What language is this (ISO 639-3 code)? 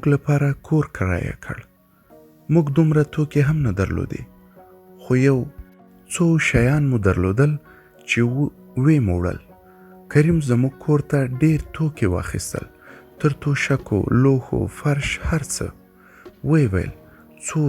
pus